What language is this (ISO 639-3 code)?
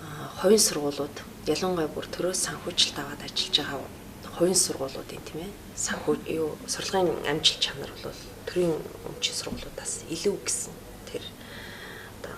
mon